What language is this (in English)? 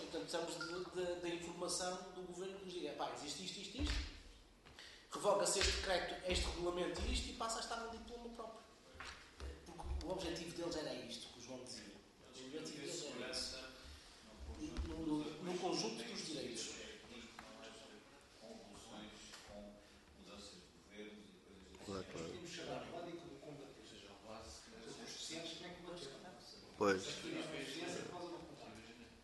Portuguese